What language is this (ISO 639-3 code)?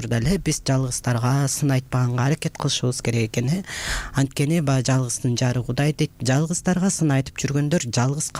kir